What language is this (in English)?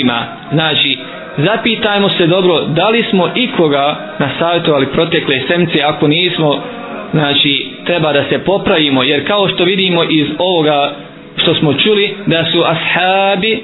Bosnian